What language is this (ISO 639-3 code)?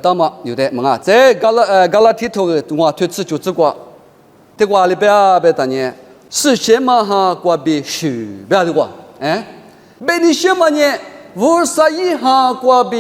lis